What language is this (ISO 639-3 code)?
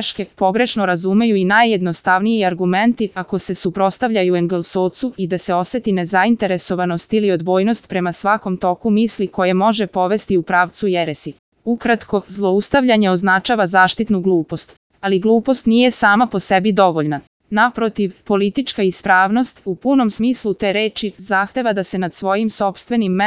srp